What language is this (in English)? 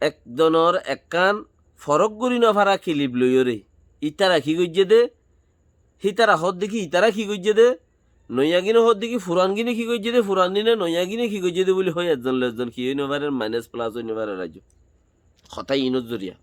Rohingya